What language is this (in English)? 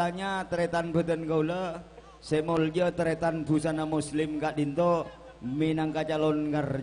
Madurese